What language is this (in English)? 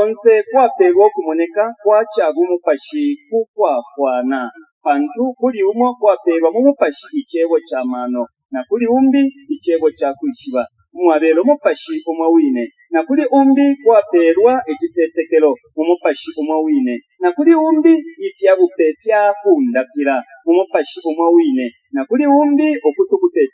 Bemba